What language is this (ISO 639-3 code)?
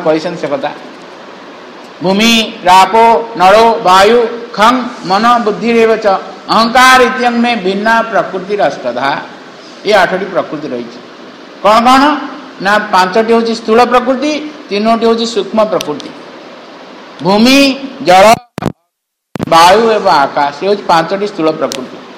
ori